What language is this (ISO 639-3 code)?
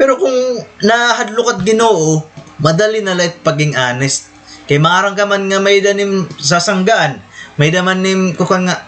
war